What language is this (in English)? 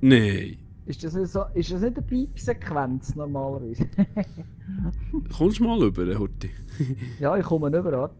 Swiss German